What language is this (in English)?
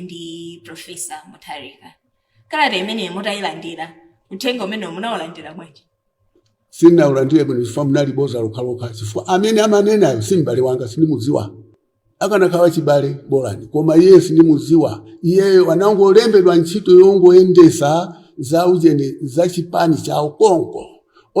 Nyanja